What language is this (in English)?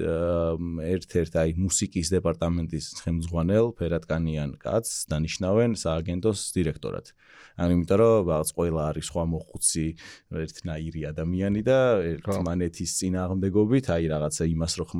Georgian